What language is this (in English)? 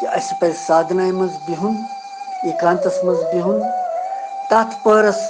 Kashmiri